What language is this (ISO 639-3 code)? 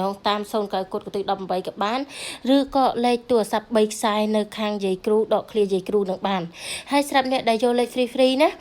khm